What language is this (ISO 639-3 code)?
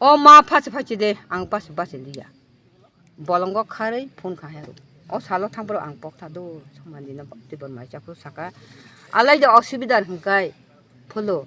trp